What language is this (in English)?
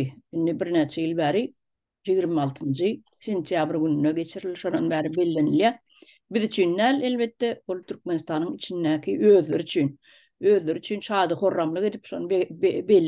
Turkmen